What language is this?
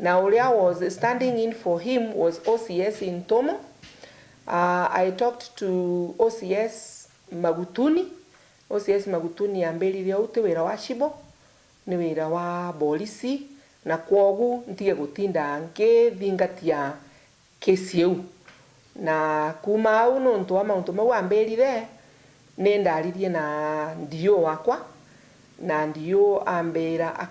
Meru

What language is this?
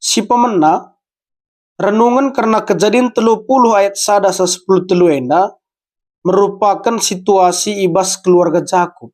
Batak Karo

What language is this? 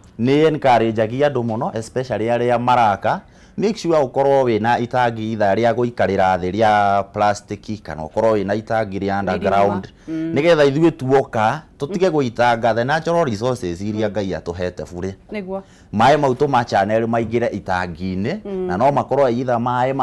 Kikuyu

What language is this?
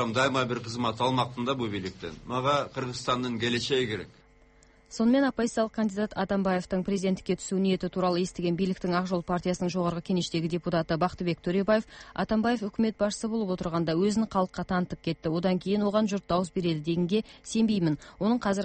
Kazakh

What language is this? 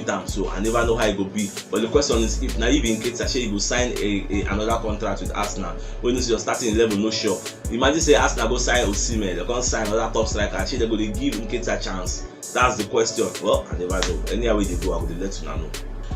Nigerian Pidgin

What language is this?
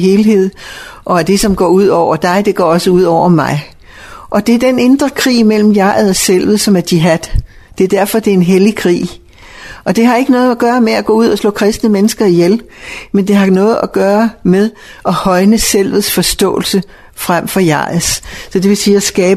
Danish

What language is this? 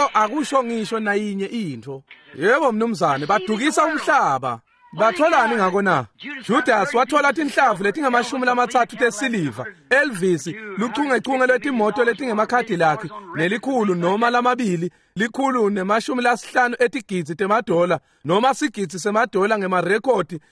Swati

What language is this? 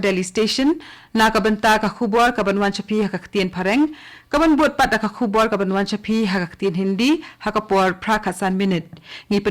Khasi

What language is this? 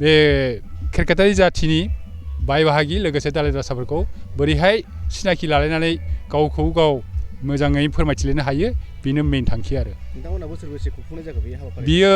Bodo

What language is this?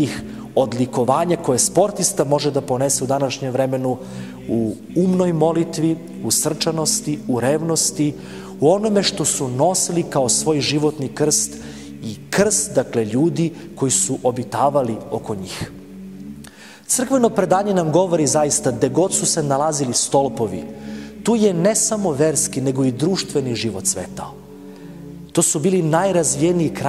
Serbian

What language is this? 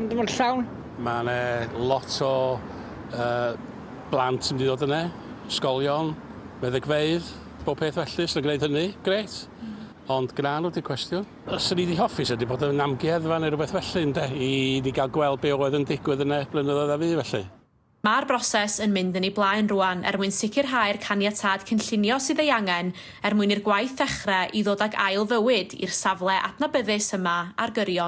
Welsh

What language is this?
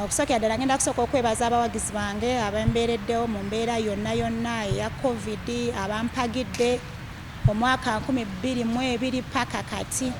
Ganda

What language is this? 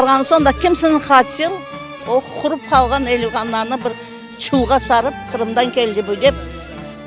Crimean Tatar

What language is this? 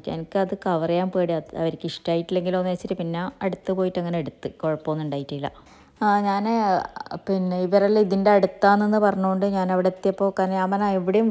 Malayalam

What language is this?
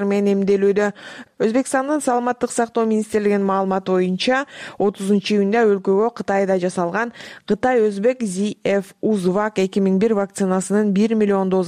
Kyrgyz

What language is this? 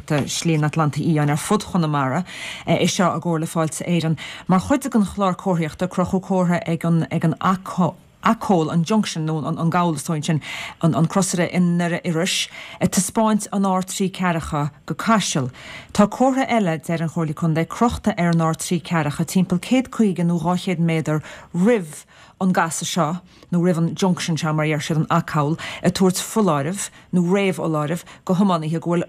Irish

